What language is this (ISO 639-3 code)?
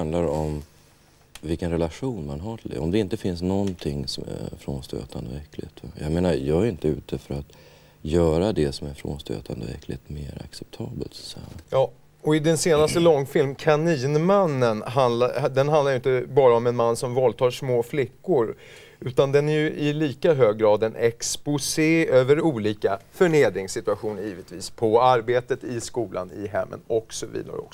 swe